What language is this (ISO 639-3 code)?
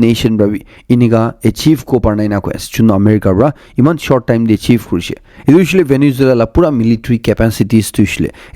nag